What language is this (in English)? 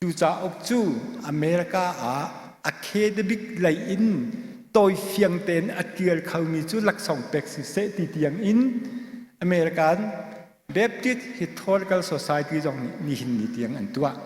Hakha Chin